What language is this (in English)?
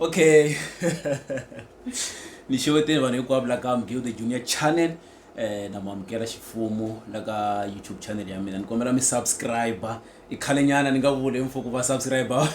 Tsonga